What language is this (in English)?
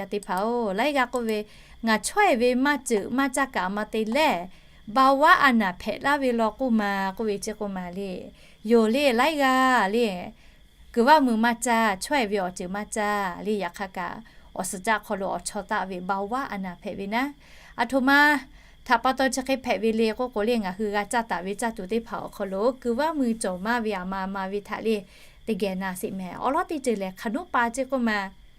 Lahu